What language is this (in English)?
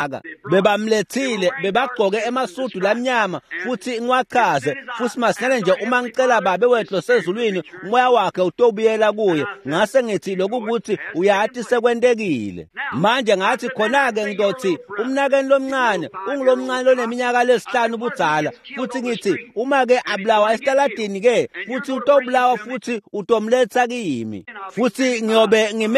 Swati